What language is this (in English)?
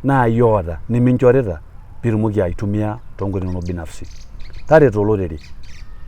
Masai